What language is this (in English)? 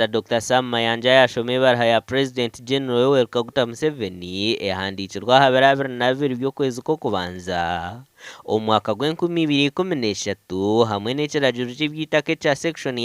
Nyankole